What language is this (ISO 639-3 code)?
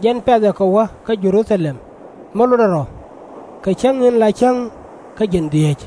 nus